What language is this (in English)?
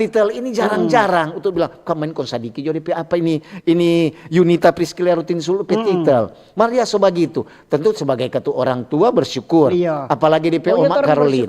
Manado Malay